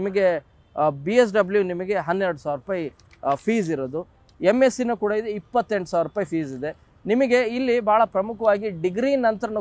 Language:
Kannada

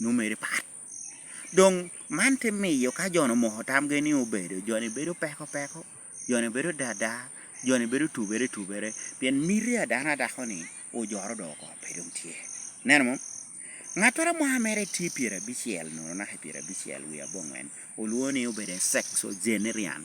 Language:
Lango (Uganda)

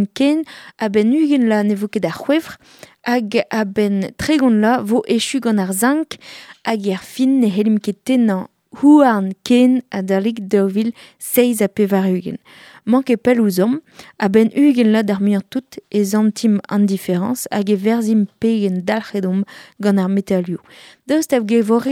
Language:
Breton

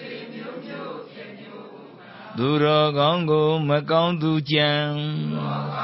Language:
Burmese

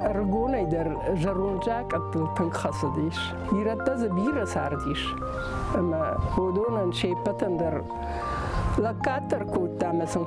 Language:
Ossetic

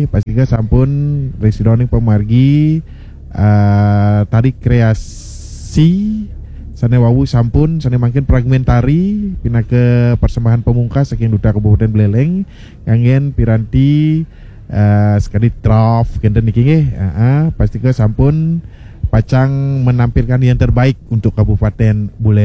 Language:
Balinese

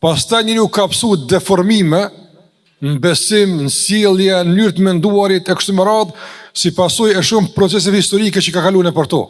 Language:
Albanian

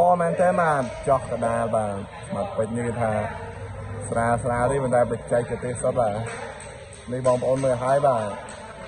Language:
Khmer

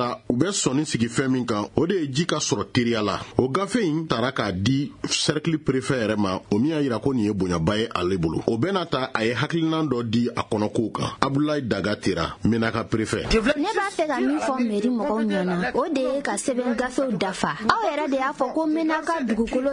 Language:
Bambara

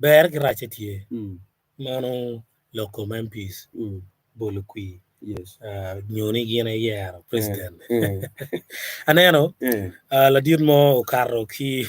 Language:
Acoli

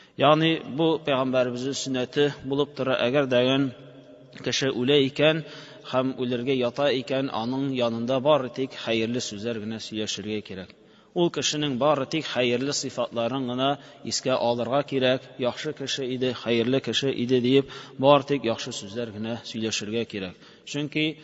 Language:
Tatar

